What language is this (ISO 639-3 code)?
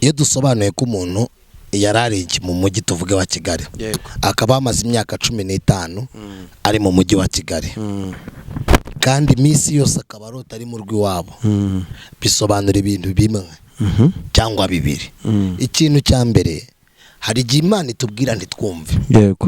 kin